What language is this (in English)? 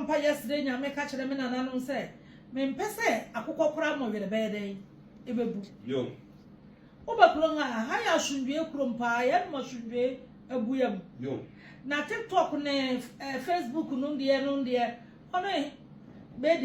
Akan